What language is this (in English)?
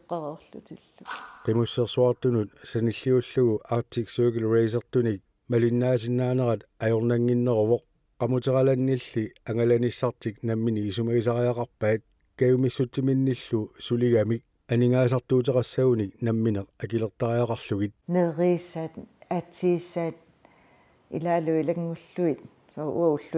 Kalaallisut